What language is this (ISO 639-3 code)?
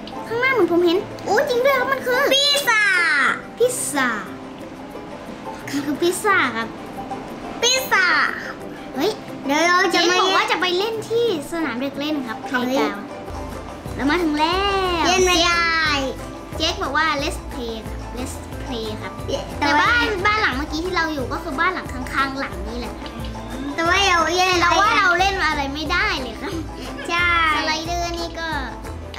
tha